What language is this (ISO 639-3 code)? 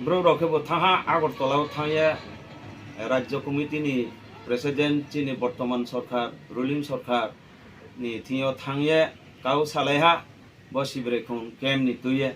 ria